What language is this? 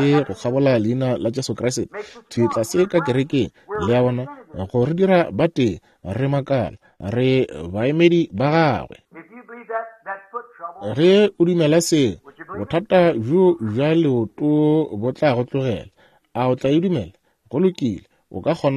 Northern Sotho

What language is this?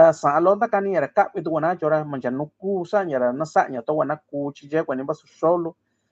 Mixtepec Mixtec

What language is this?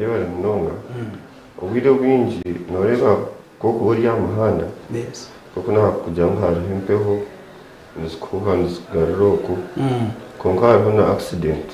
Nyankole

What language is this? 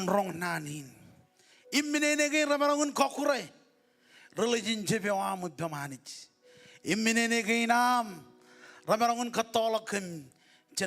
Marshallese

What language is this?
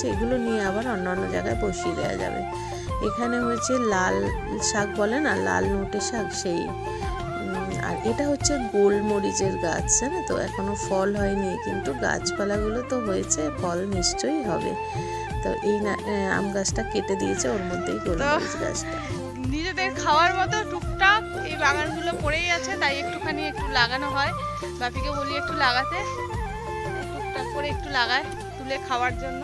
Bangla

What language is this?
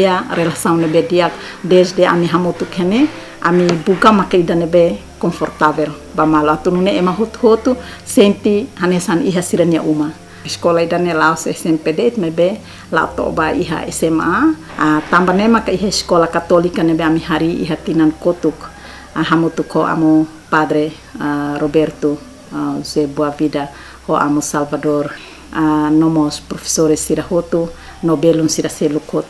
Tetum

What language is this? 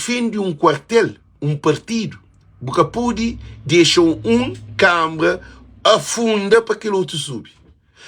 Kabuverdianu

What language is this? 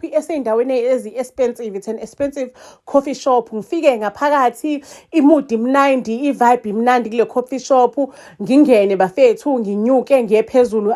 Zulu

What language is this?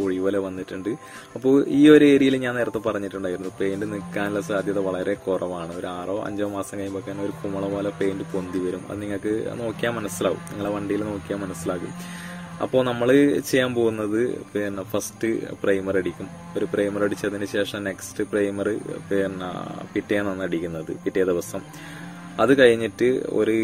Malayalam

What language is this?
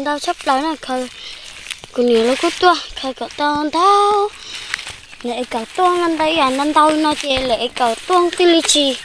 Hmong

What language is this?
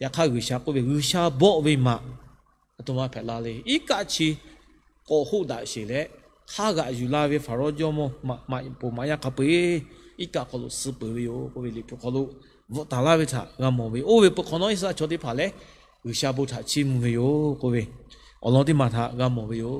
Lahu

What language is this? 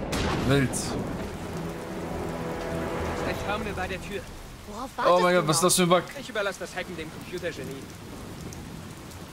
German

